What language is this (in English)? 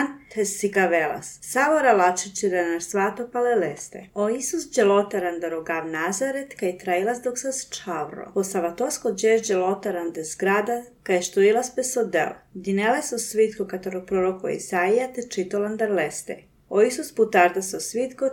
Serbian